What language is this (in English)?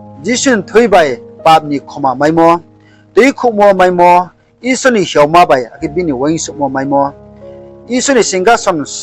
Riang (India)